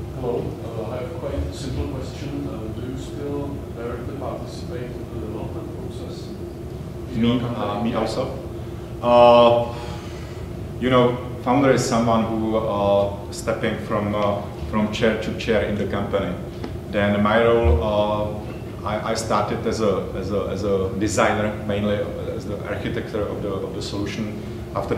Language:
English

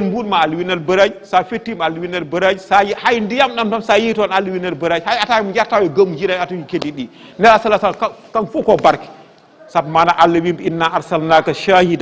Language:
Fula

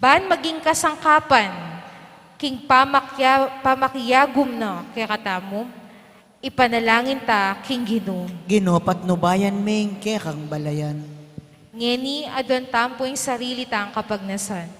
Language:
Pampanga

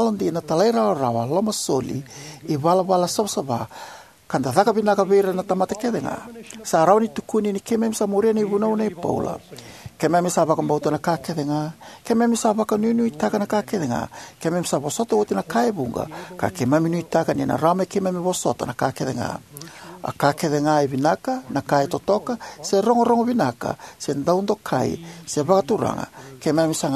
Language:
Fijian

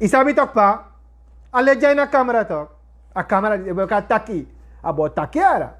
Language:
Sranan Tongo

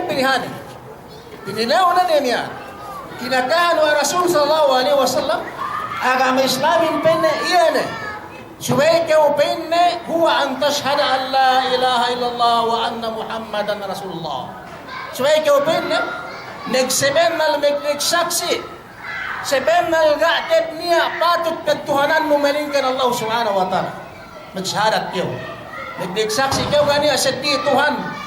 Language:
Yakan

